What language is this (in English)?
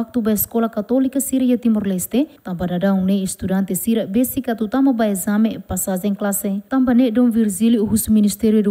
Tetum